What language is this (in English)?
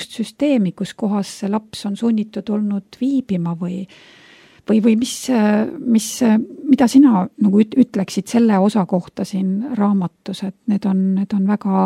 Estonian